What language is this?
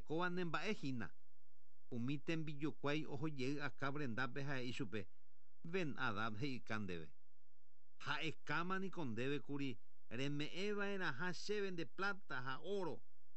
Guarani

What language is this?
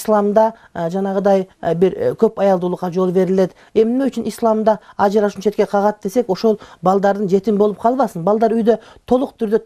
Kyrgyz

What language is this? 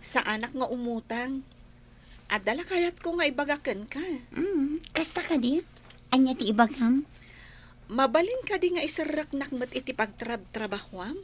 Iloko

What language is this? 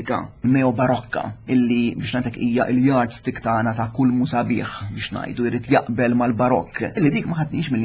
Maltese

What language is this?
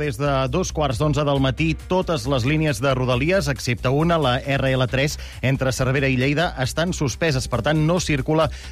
Catalan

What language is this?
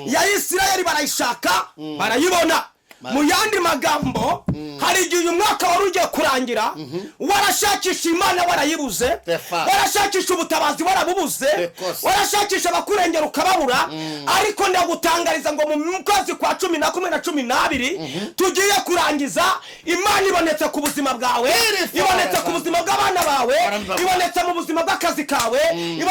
Kinyarwanda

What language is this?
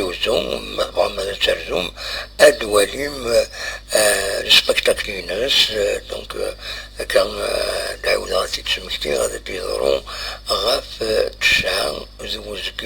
Kabyle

